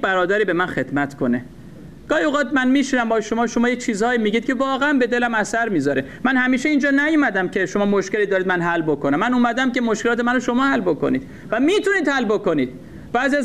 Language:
Persian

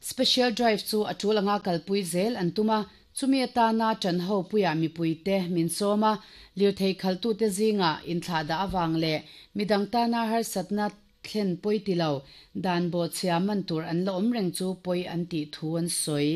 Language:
Mizo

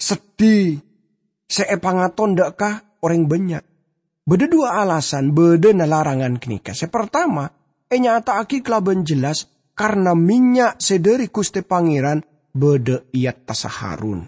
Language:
Madurese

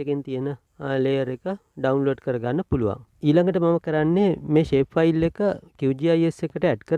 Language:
Sinhala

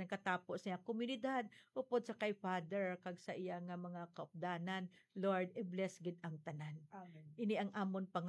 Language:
Hiligaynon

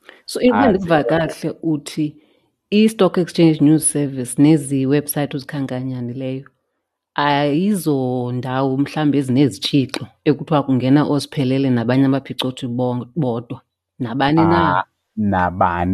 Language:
Xhosa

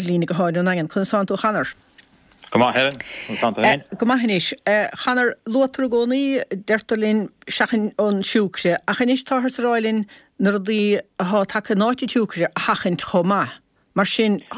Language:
Irish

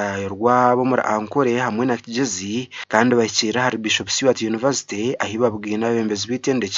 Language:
Nyankole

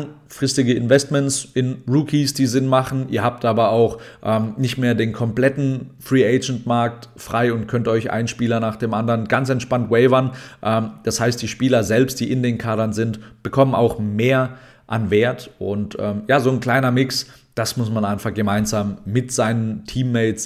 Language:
German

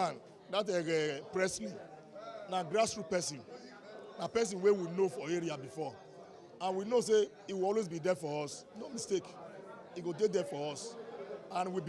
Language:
Nigerian Pidgin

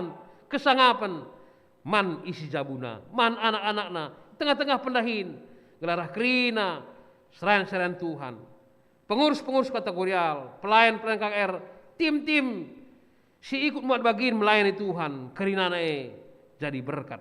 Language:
Batak Karo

